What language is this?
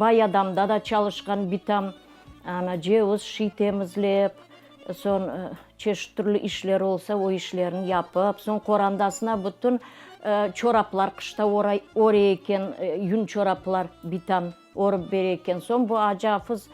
Crimean Tatar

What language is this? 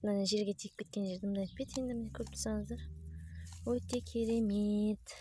Kazakh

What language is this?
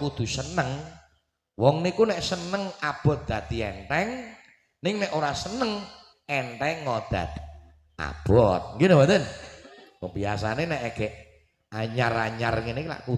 Javanese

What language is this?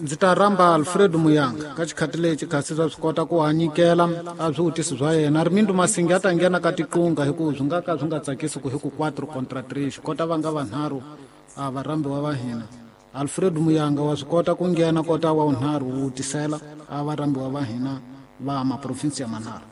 Tsonga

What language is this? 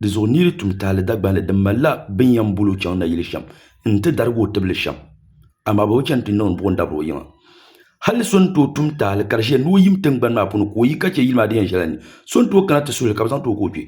Dagbani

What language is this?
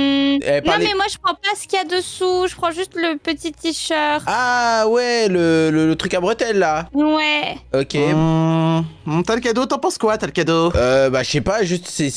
French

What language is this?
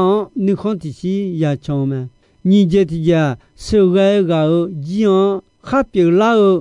Akha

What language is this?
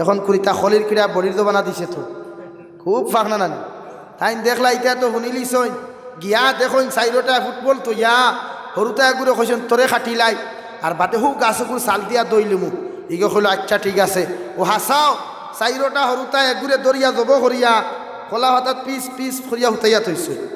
Sylheti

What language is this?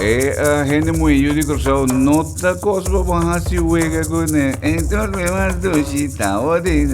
Papiamento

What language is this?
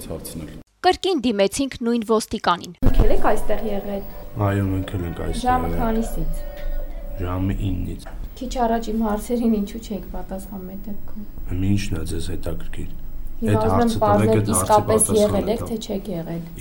Armenian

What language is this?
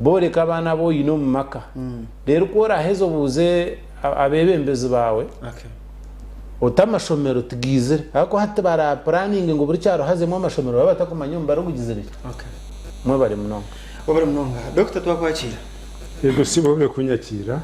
Nyankole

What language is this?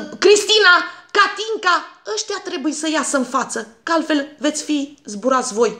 Romanian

